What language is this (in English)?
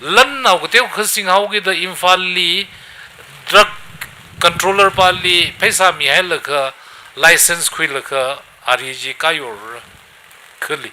Tangkhul Naga (India)